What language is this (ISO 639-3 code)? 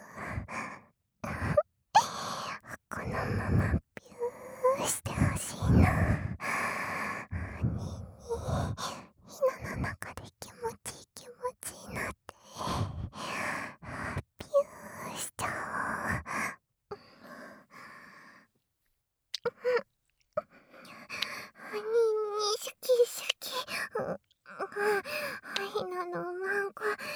jpn